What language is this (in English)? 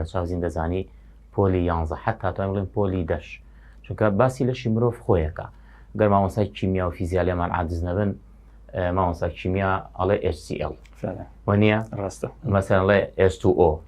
Central Kurdish